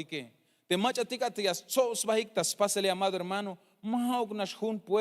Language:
Tzeltal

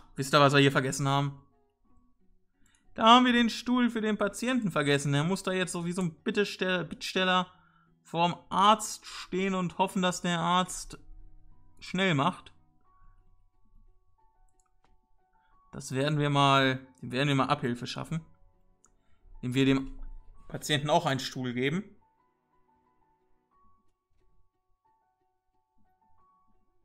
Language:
German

